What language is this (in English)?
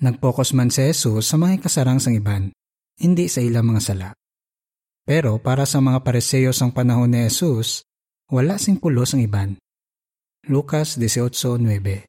Hiligaynon